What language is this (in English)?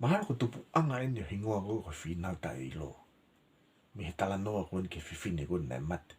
Tongan